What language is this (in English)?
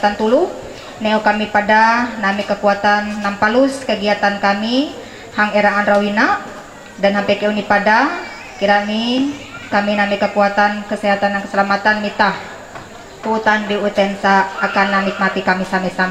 Ma'anyan